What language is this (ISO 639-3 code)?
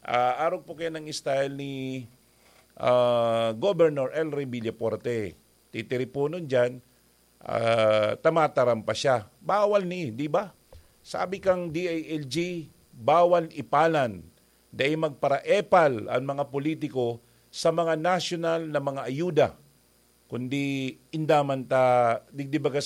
bik